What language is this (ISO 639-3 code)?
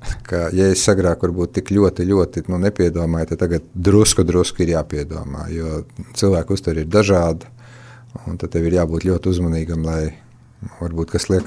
lav